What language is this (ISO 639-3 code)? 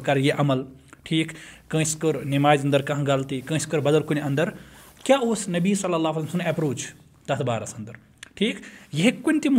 kas